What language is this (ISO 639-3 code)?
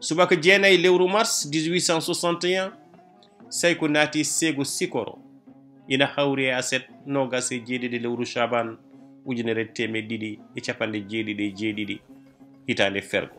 ful